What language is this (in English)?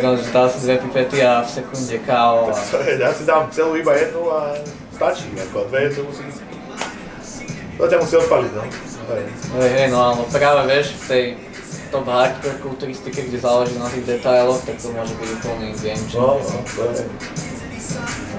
Slovak